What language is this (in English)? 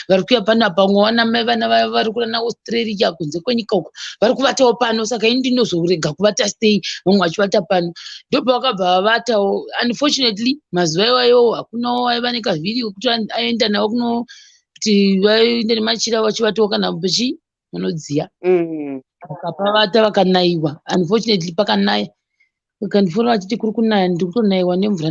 Shona